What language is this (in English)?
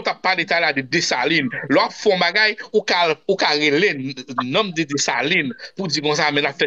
Haitian Creole